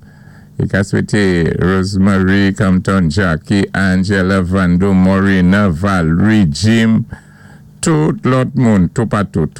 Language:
Saint Lucian Creole French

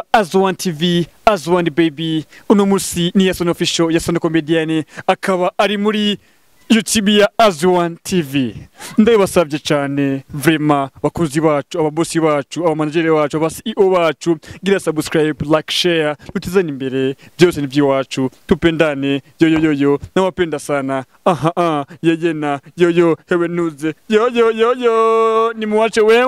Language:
Rundi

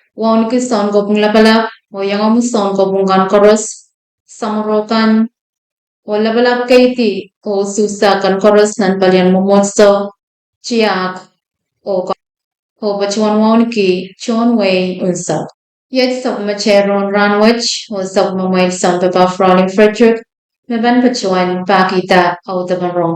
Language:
Pohnpeian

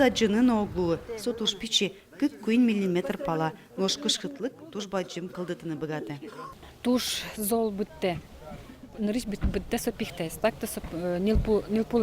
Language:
Udmurt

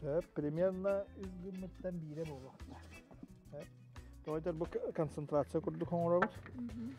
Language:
Yakut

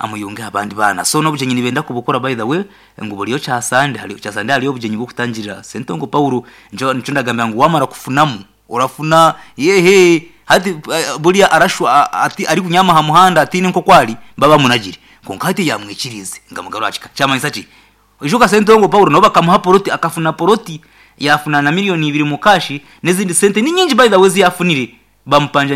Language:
Nyankole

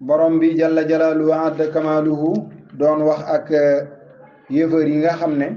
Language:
Wolof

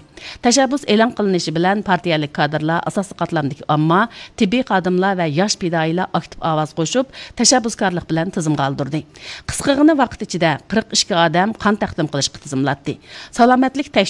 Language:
Uyghur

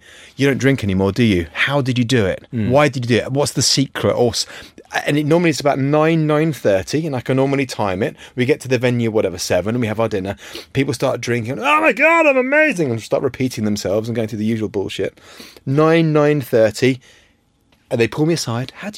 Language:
English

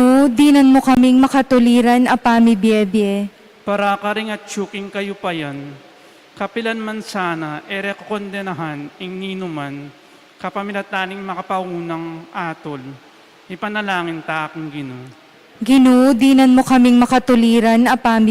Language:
Pampanga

